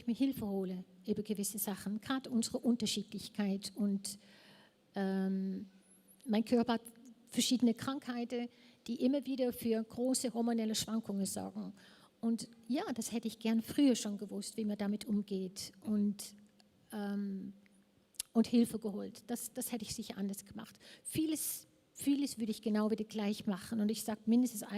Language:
Swiss German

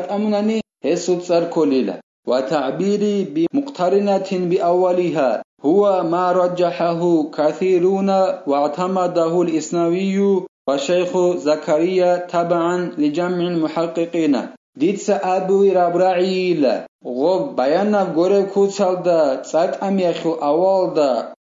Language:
Avaric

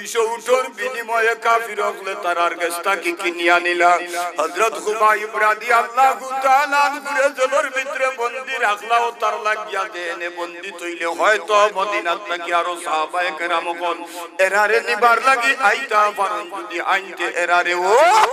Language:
Sylheti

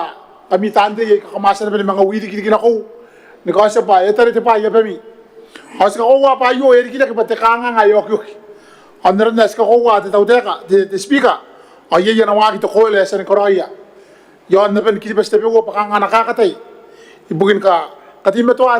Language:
Gilbertese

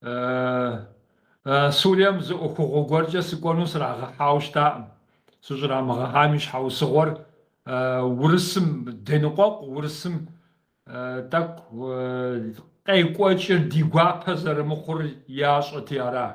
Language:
Kabardian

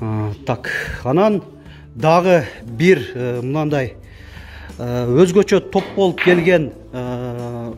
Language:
Kyrgyz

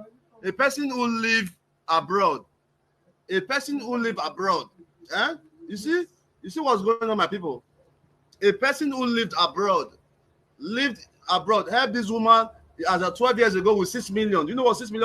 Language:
Nigerian Pidgin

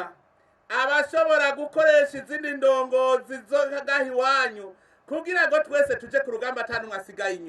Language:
Rundi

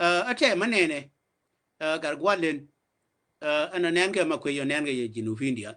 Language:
Nuer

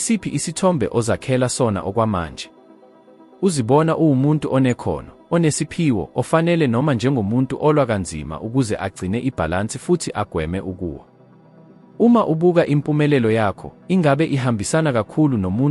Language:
Zulu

